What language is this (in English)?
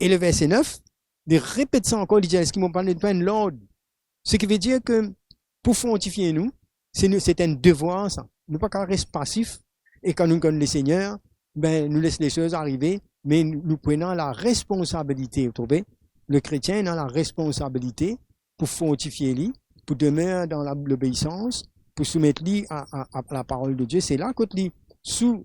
Morisyen